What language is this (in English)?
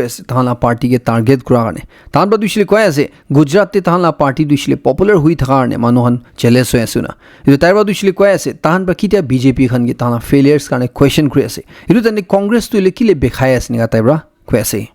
Naga Pidgin